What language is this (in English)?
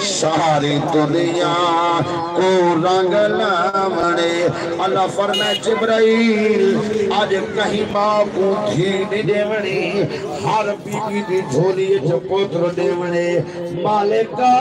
Saraiki